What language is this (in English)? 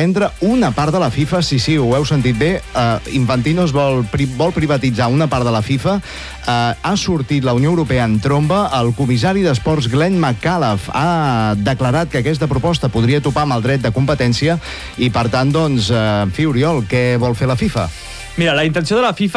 Catalan